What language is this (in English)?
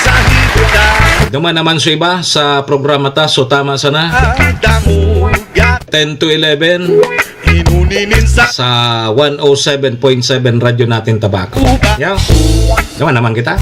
Bikol